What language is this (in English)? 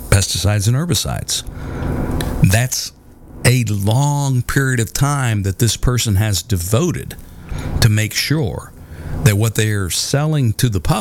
English